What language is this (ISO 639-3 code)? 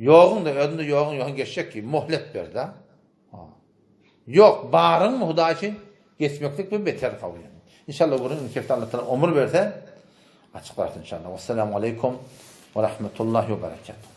tuk